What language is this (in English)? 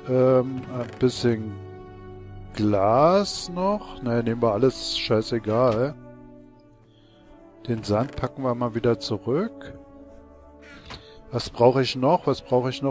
German